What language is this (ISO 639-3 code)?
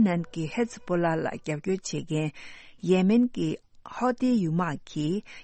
bod